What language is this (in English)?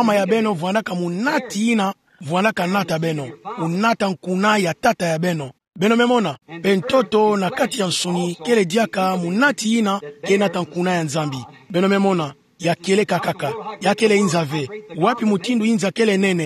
Kituba (Democratic Republic of Congo)